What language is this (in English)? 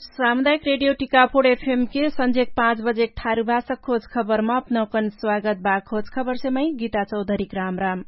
Dangaura Tharu